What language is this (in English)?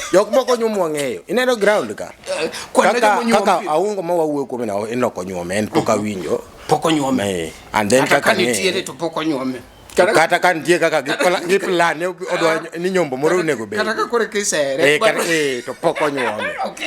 Luo (Kenya and Tanzania)